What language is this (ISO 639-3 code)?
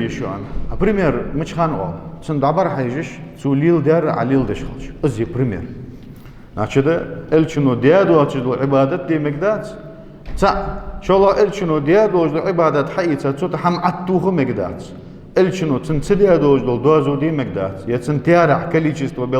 inh